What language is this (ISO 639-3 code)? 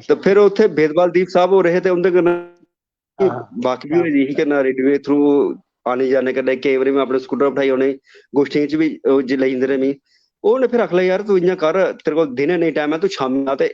doi